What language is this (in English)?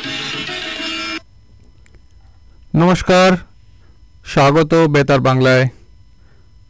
Bangla